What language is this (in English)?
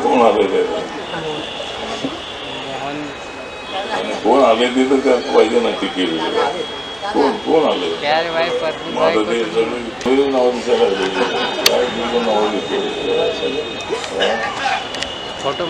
Marathi